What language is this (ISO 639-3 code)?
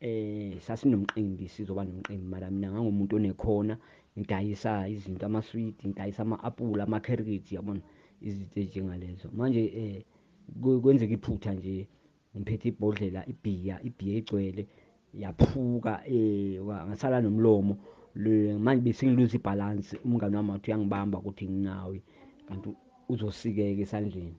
zul